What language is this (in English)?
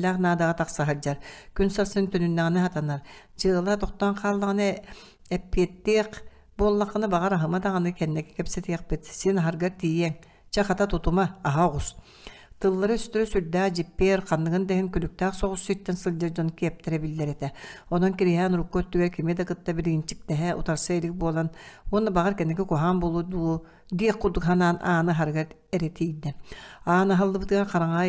Yakut